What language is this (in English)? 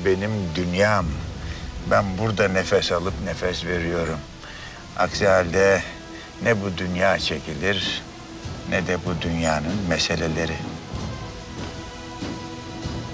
Turkish